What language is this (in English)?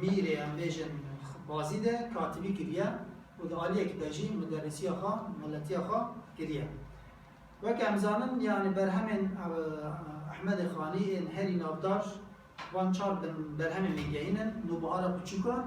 Kurdish